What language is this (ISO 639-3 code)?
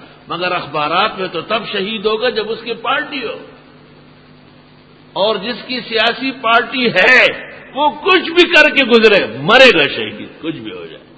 urd